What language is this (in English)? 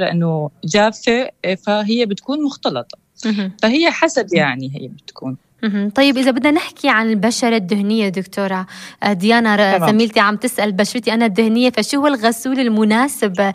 North Levantine Arabic